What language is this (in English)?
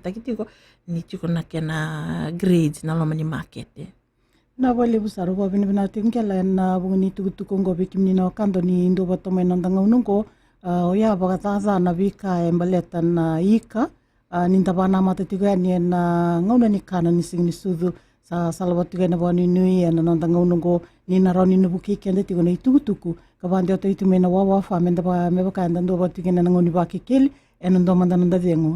Fijian